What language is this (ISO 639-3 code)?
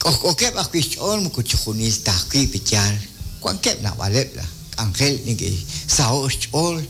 kek